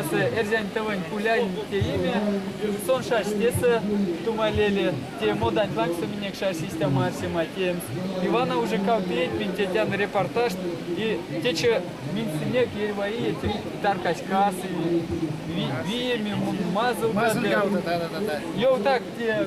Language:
Erzya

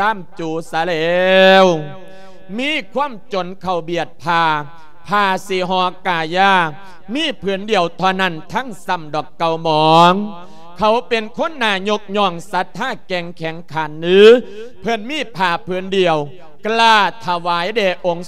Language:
Lao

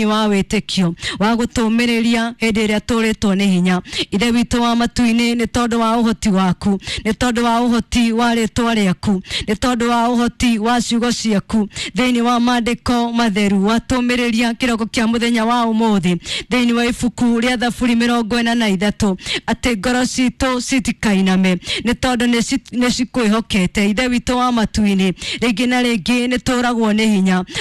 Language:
Kikuyu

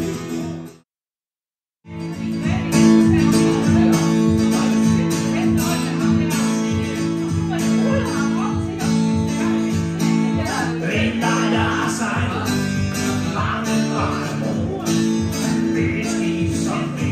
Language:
Danish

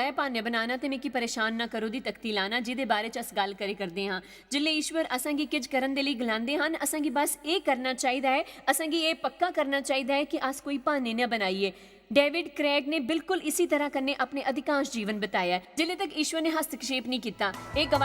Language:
Dogri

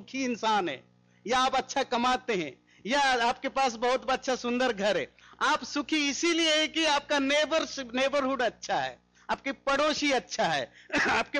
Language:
Hindi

